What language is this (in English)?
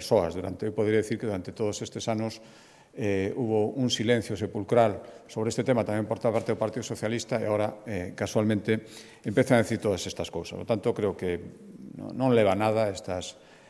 Galician